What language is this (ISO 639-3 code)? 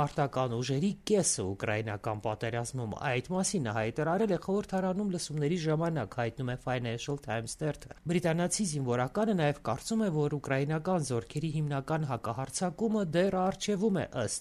hye